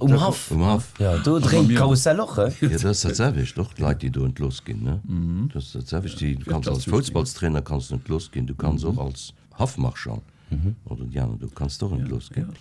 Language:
Luxembourgish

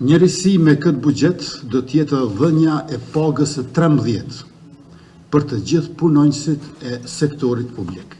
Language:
Albanian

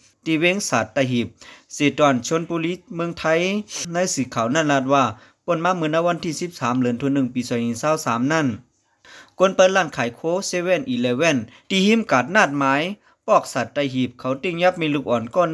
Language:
Lao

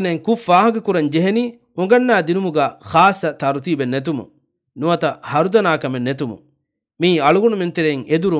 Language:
Divehi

